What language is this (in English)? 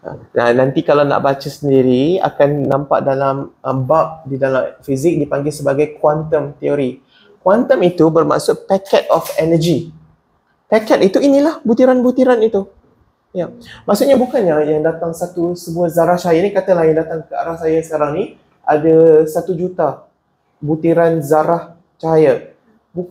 Malay